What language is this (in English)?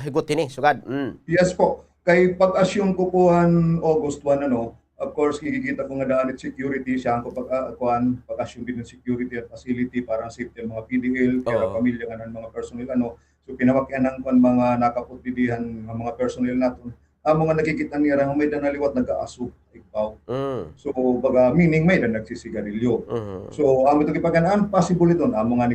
Waray